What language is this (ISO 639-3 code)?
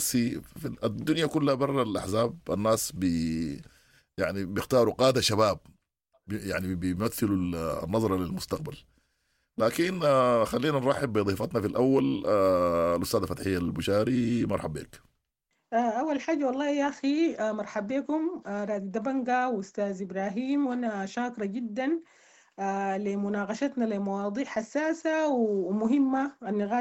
apd